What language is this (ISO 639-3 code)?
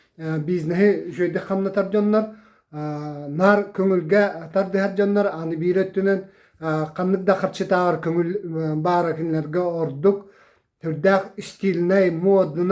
sah